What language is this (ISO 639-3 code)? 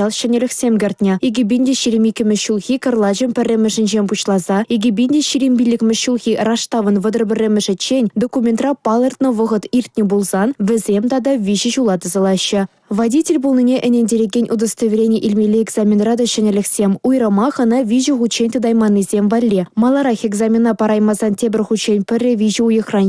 chv